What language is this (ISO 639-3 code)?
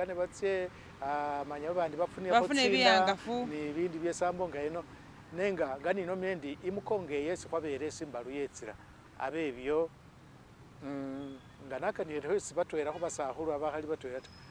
myx